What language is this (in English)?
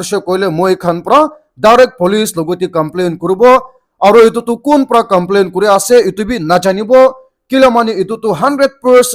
Naga Pidgin